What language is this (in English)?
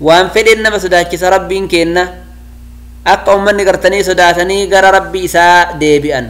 Oromo